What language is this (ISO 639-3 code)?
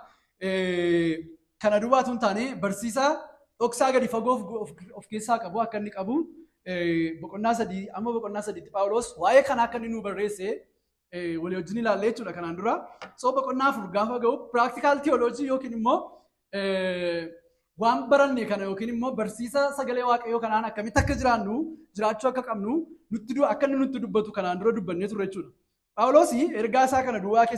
orm